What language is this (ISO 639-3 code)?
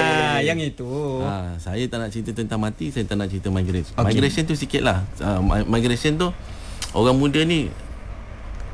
msa